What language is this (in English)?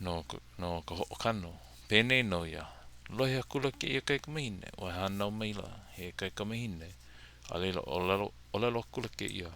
Hawaiian